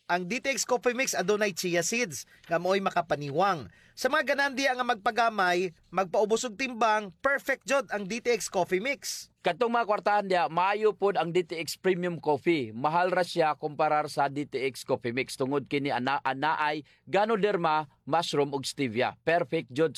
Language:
Cebuano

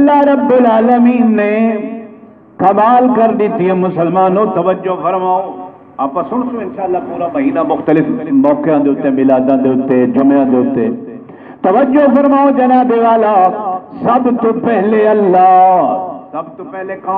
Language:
Saraiki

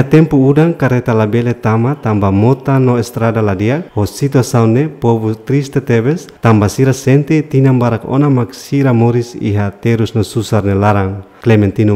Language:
Tetum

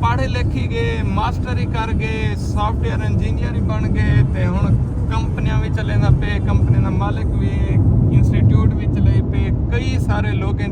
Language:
Saraiki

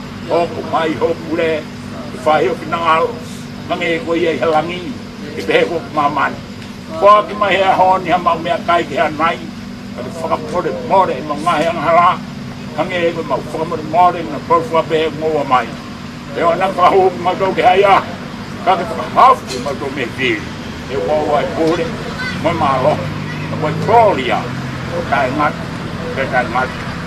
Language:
Tongan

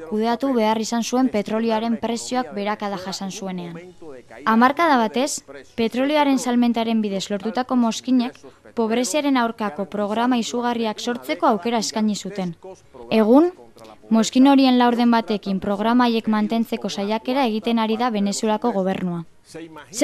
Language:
Basque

